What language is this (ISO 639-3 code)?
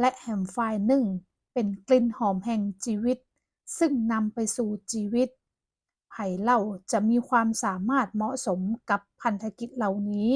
nod